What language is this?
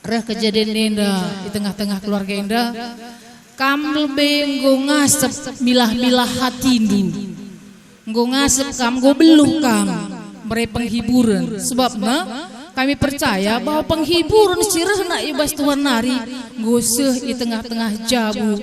Batak Karo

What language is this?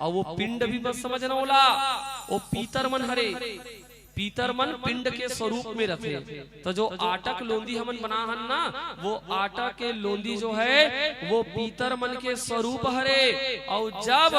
Chhattisgarhi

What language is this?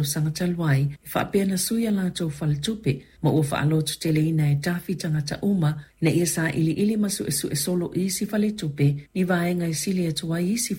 Samoan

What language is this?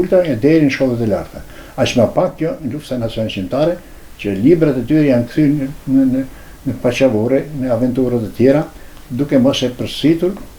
Albanian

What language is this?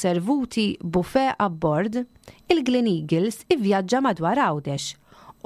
Maltese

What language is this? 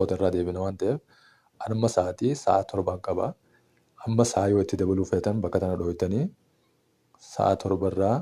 Oromo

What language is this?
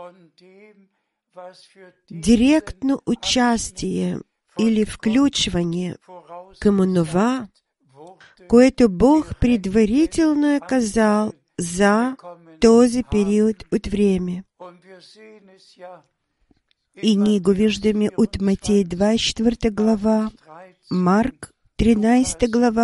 Bulgarian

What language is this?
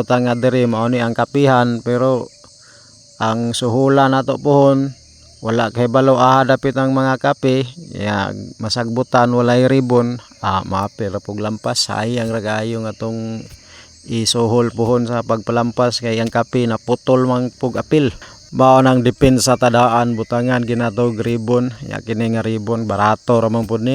Cebuano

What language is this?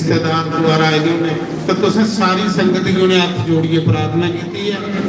Dogri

